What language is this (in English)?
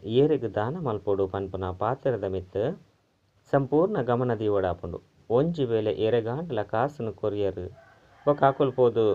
Tulu